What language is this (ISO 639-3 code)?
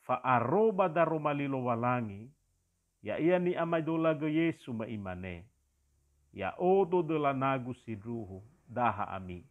nia